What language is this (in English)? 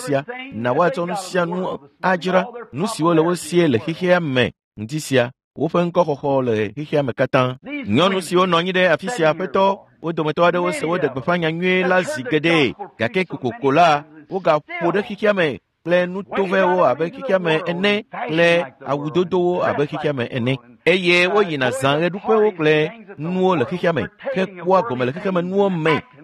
Ewe